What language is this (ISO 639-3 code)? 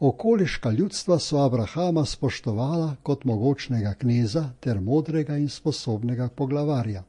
slv